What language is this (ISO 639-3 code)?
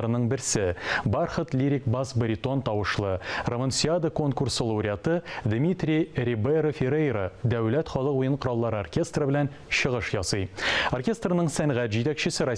tat